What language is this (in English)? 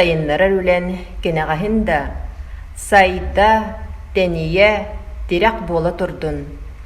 Yakut